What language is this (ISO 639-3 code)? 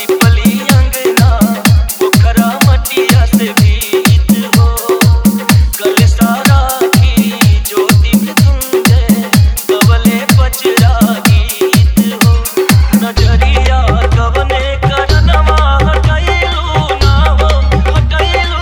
bho